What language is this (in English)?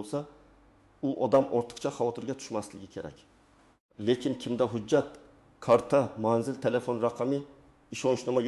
Uzbek